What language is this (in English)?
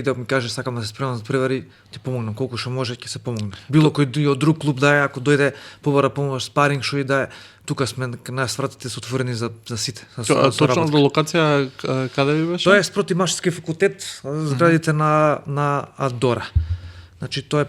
Macedonian